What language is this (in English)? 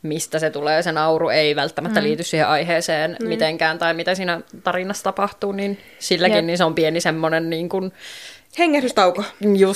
Finnish